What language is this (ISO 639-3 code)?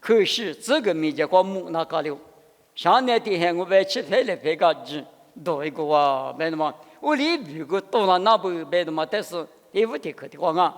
lis